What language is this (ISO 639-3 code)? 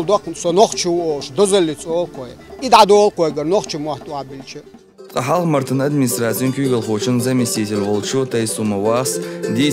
che